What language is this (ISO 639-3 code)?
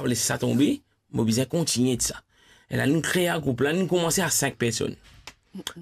mfe